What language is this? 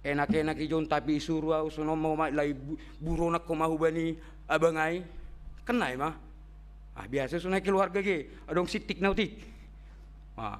Batak Simalungun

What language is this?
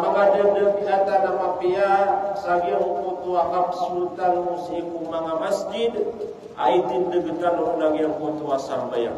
Maranao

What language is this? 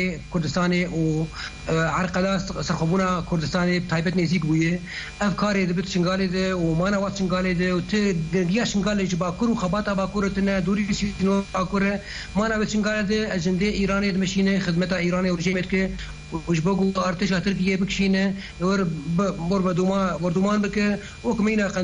Kurdish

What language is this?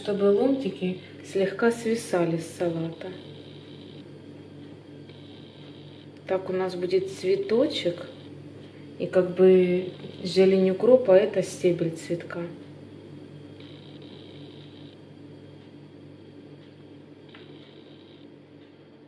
Russian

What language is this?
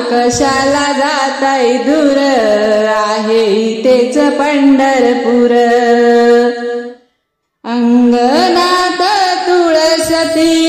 Marathi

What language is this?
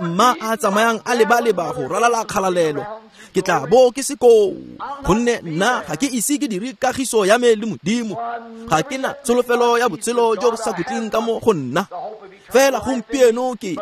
Tswana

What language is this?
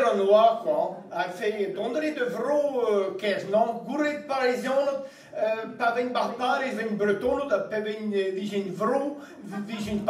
Breton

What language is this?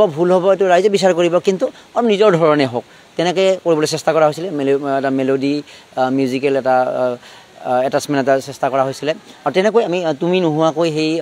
Assamese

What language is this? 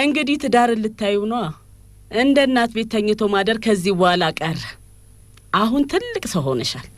Amharic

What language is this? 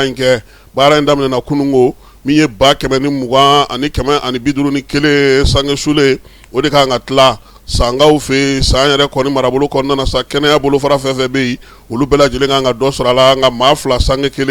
Bambara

